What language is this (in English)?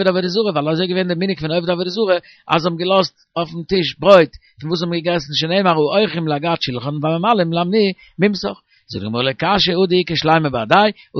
Yiddish